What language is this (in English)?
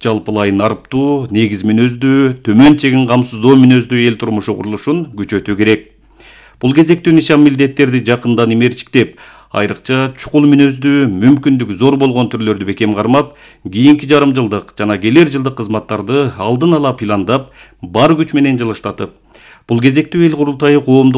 Kyrgyz